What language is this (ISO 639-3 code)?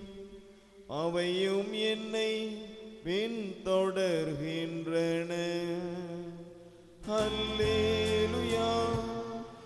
tam